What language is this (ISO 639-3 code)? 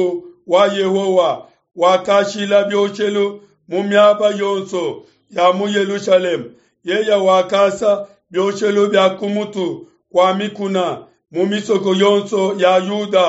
lua